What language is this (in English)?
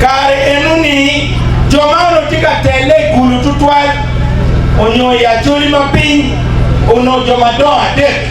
Acoli